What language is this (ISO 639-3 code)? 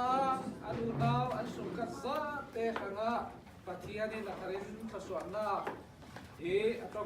cfm